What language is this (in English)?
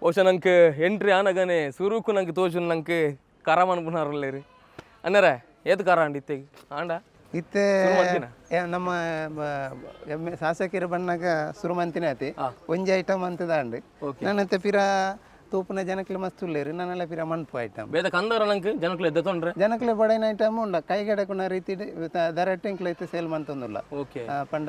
Tulu